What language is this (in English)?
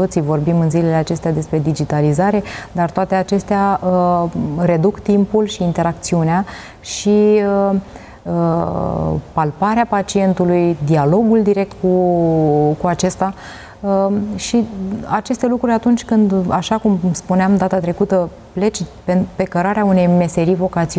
Romanian